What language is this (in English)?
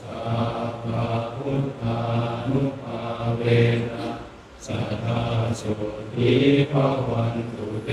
Northeastern Thai